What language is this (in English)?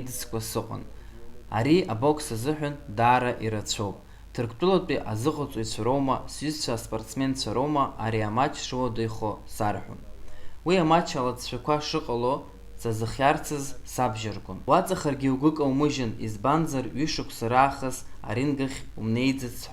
Abkhazian